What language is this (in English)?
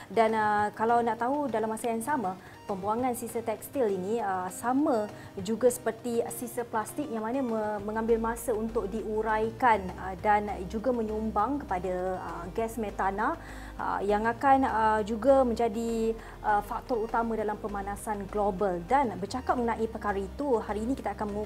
Malay